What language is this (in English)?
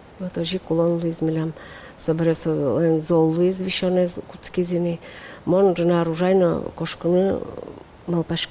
Udmurt